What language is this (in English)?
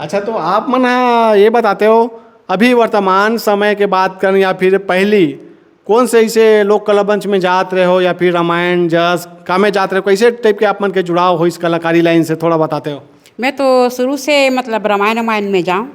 Chhattisgarhi